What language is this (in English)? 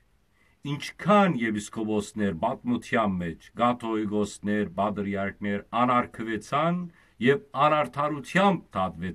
Western Armenian